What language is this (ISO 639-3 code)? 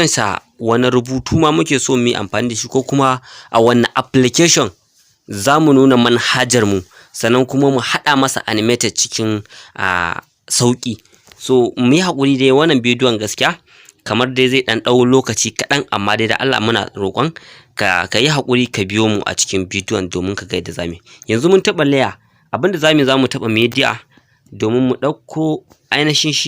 hau